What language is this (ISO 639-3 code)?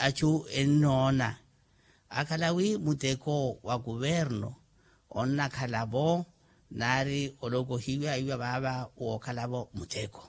vmw